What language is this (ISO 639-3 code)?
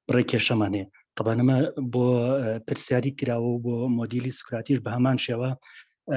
ckb